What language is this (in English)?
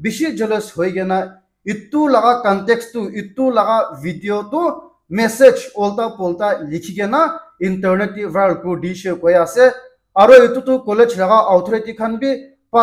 Naga Pidgin